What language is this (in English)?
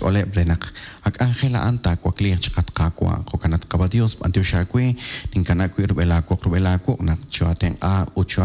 Kekchí